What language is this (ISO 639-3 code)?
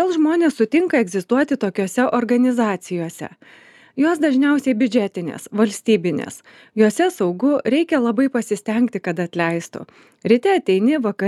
lit